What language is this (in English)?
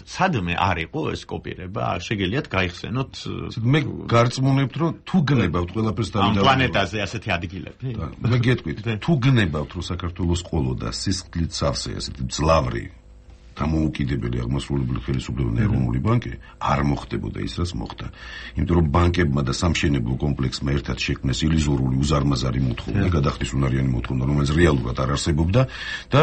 Georgian